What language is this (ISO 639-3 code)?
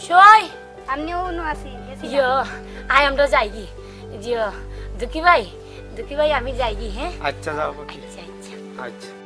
syl